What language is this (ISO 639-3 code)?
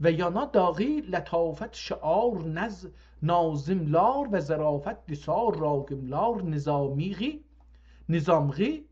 azb